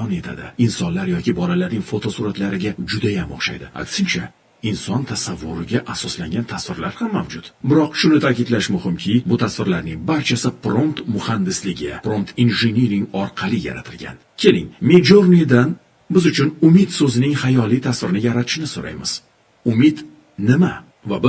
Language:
Uzbek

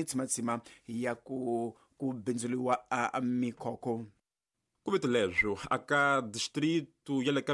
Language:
Tsonga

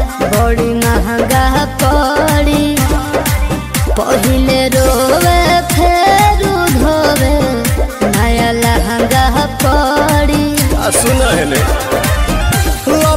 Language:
Bhojpuri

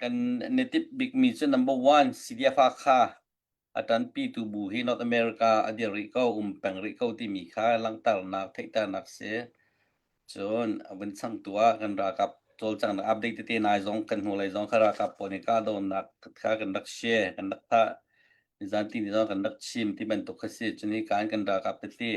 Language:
Hakha Chin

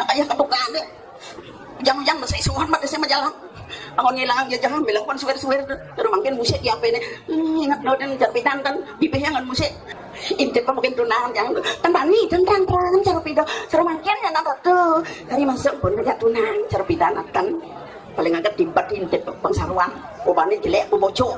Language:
Balinese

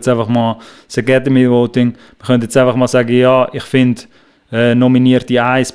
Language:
Swiss German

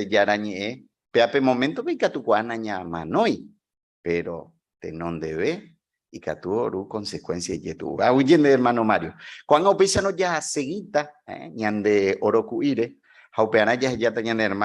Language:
Guarani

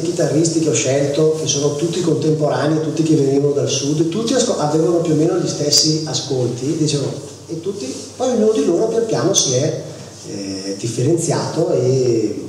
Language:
Italian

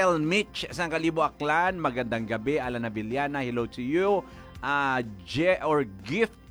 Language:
Hiligaynon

